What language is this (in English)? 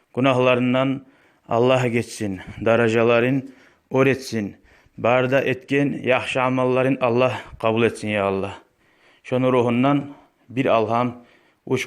Kumyk